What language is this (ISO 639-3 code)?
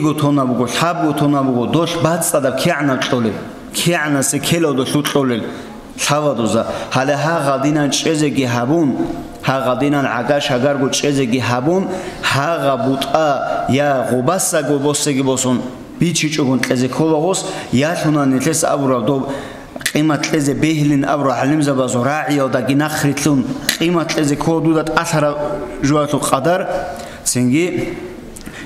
ava